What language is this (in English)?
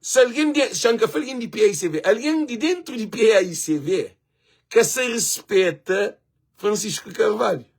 Kabuverdianu